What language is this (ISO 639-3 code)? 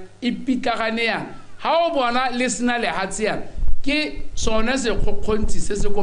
tsn